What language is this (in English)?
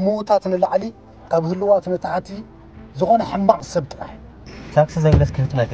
Tigrinya